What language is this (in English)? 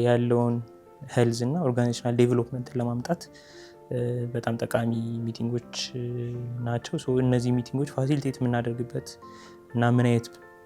Amharic